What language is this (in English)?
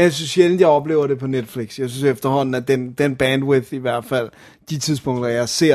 Danish